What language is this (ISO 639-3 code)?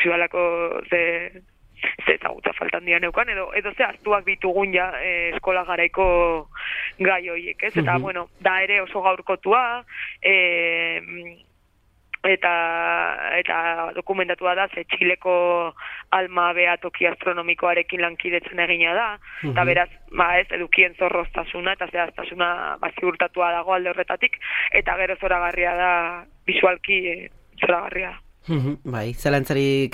eus